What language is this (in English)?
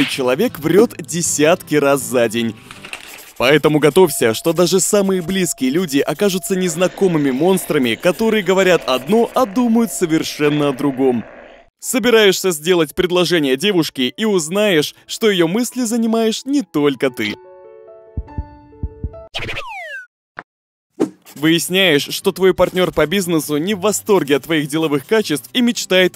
Russian